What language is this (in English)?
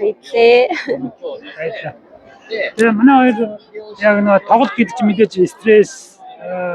Mongolian